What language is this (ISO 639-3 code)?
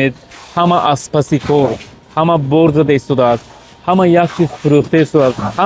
tgk